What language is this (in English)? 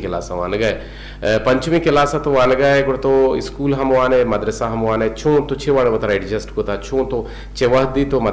Eastern Balochi